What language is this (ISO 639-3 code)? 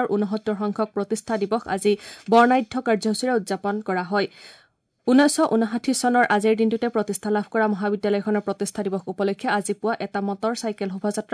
asm